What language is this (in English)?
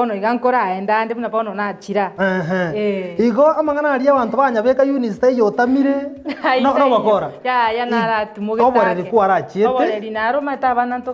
Gusii